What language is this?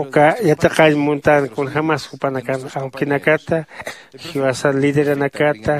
Aymara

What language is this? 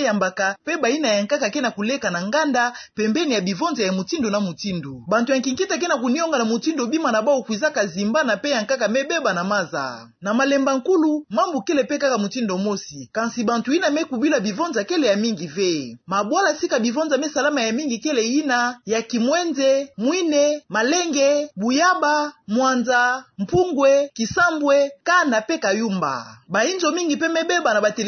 Kituba (Democratic Republic of Congo)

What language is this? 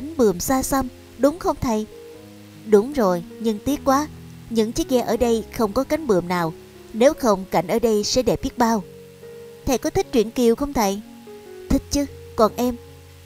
Vietnamese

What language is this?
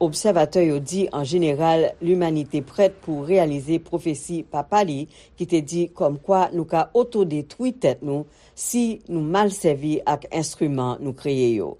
Haitian Creole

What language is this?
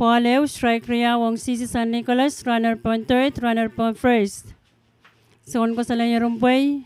Pohnpeian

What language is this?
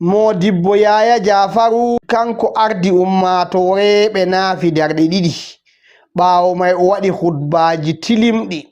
Fula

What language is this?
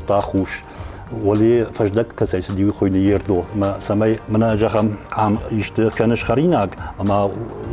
Ossetic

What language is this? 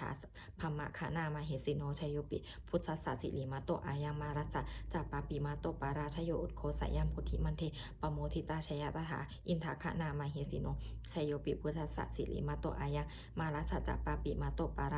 Pali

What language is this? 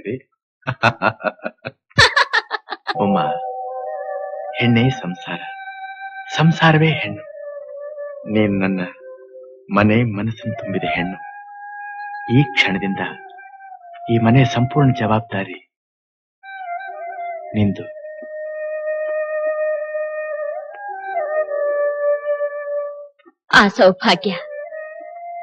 Kannada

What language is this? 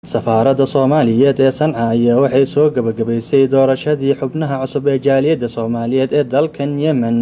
Somali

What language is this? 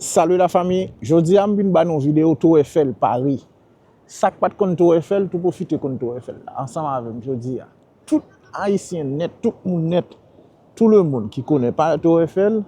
Haitian Creole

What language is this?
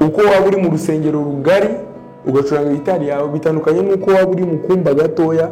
Kinyarwanda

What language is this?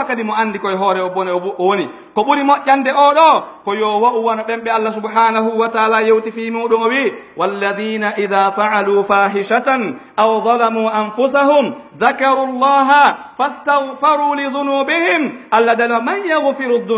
Pular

